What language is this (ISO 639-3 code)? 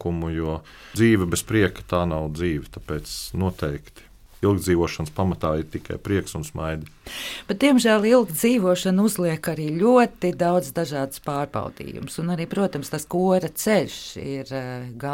lav